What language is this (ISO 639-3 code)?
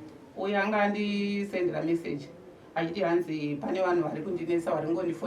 sna